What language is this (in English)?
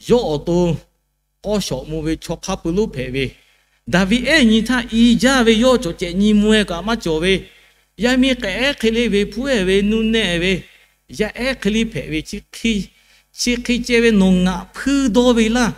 Lahu